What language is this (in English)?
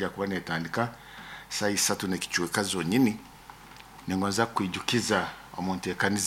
Nyoro